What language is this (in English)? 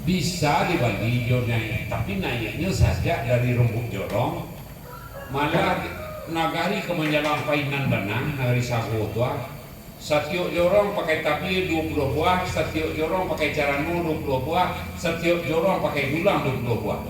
Minangkabau